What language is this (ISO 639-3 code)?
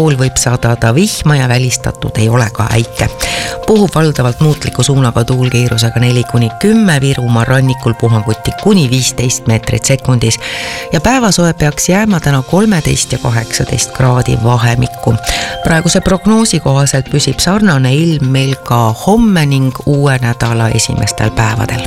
est